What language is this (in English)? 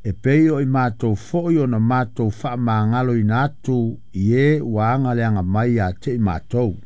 Samoan